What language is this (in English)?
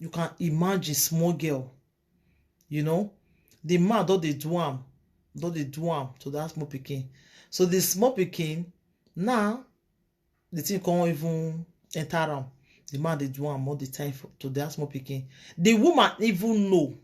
Nigerian Pidgin